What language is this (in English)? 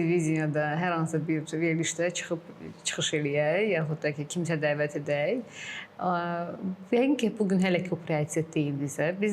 Azerbaijani